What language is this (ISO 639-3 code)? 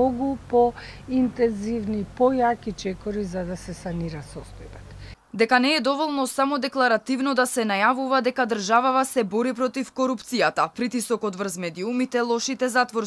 mkd